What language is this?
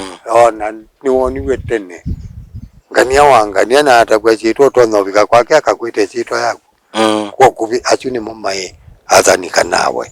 Kamba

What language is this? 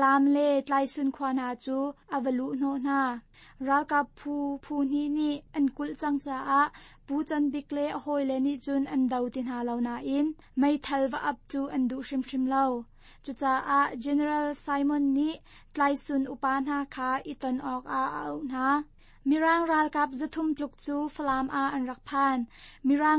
Hakha Chin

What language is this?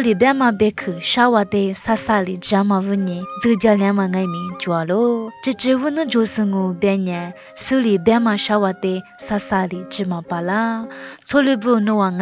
Lisu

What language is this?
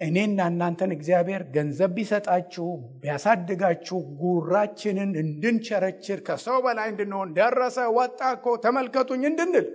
Amharic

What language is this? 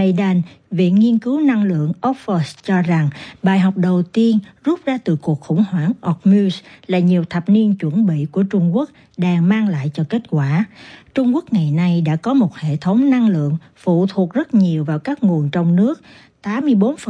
Vietnamese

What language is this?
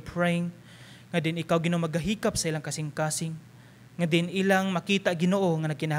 Cebuano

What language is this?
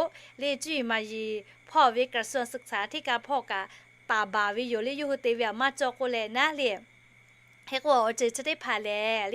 Lahu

